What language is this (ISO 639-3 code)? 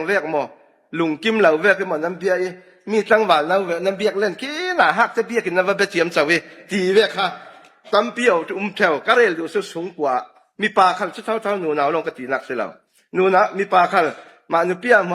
cfm